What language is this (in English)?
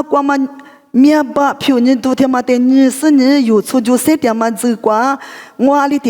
Lisu